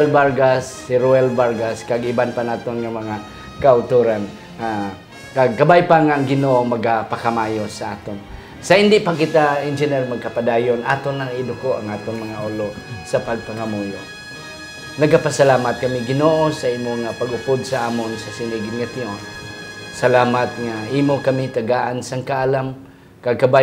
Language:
Hiligaynon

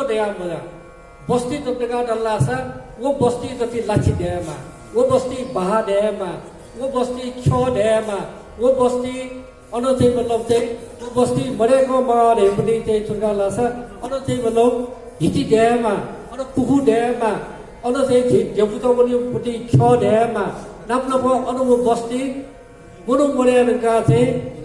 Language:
Newari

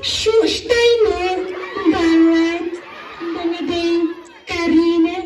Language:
Khasi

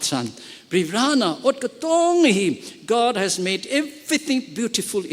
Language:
Tangkhul Naga (India)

